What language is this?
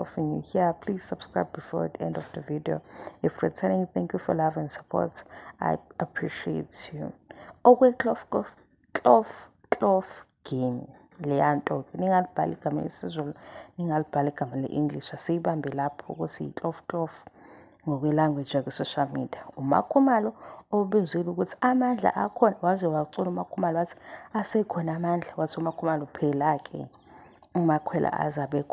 Zulu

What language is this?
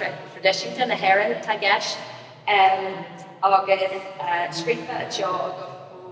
Irish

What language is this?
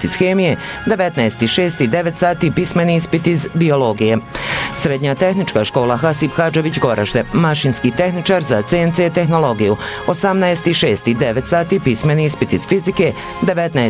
Bosnian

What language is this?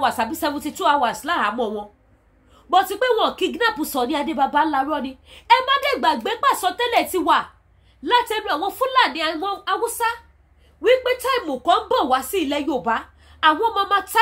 Yoruba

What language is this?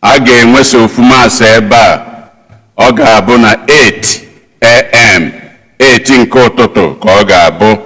Igbo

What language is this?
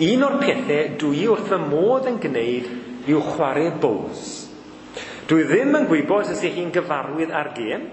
Welsh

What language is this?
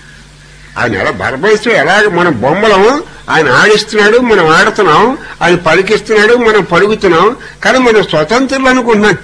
Telugu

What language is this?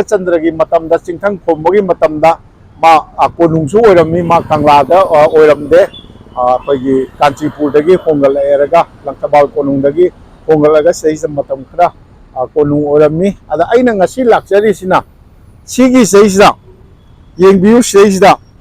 Manipuri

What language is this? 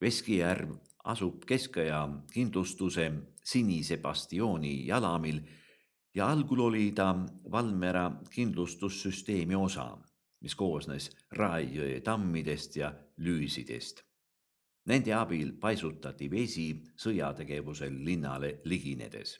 Estonian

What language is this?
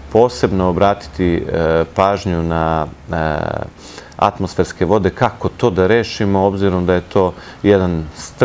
Serbian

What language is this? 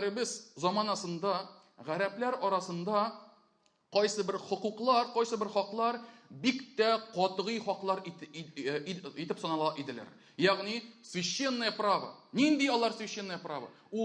Tatar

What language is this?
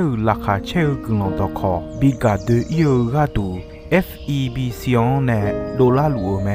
Akha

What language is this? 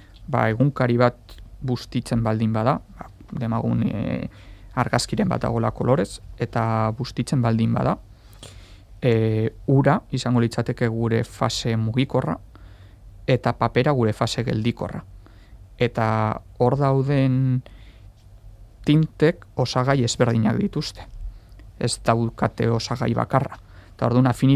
Basque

